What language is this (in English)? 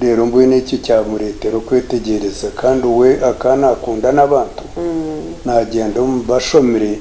Nyankole